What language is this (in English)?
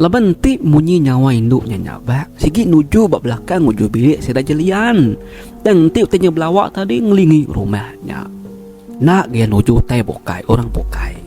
Iban